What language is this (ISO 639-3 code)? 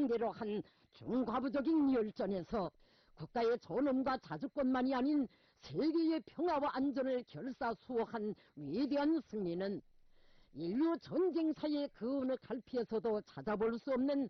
kor